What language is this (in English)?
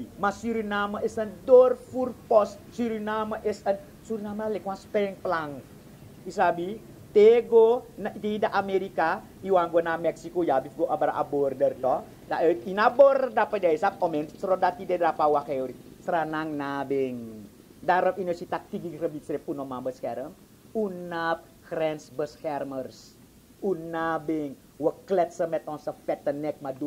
Sranan Tongo